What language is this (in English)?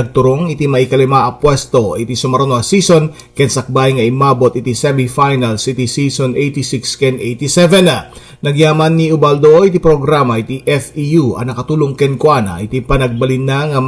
Iloko